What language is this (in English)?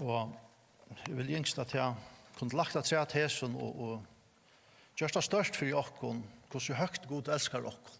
Faroese